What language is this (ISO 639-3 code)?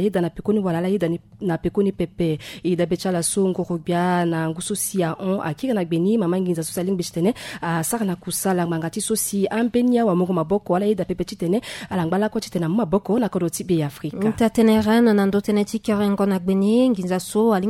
sag